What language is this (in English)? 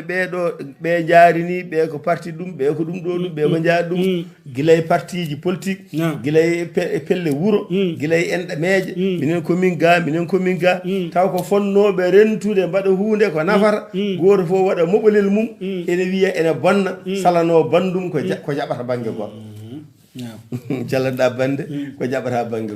Fula